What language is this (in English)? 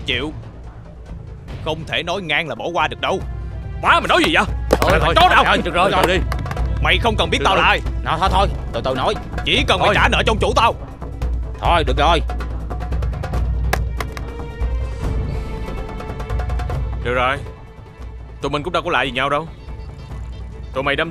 Vietnamese